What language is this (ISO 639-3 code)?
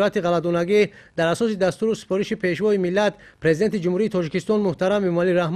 tgk